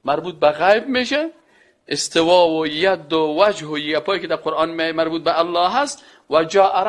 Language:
Persian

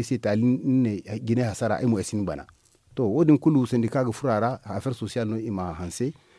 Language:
Zarma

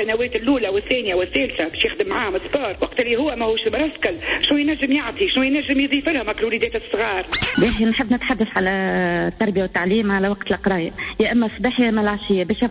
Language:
Tunisian Arabic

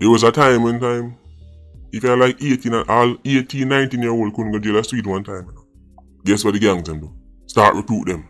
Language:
Jamaican Creole English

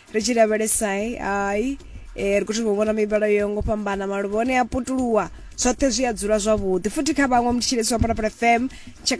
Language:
Venda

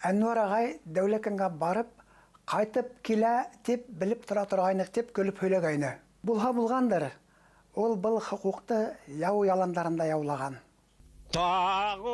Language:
Bashkir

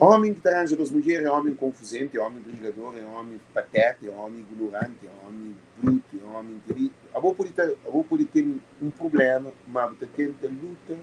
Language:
Kabuverdianu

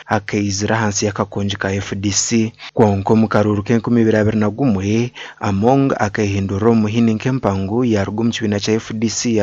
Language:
Nyankole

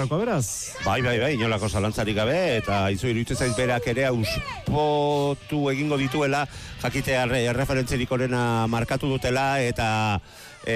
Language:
Basque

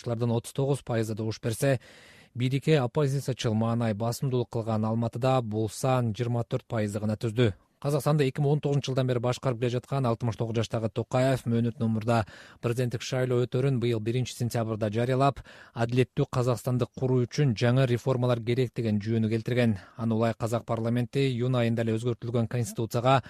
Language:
Kyrgyz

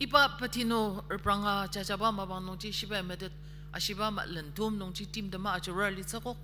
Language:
Ao Naga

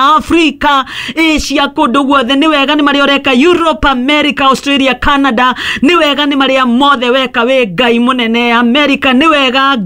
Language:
Kikuyu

